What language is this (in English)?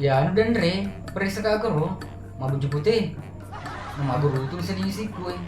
Buginese